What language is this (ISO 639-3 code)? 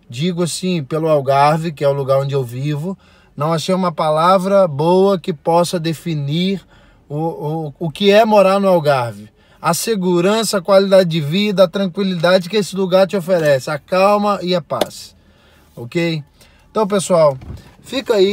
por